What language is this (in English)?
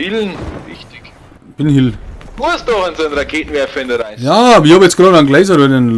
Bavarian